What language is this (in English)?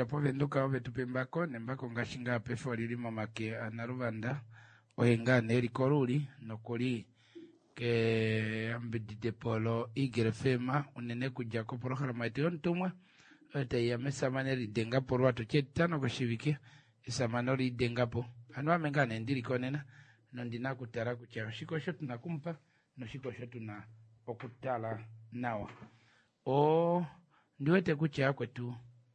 Kuanyama